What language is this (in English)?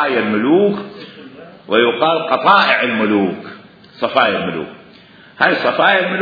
Mesopotamian Arabic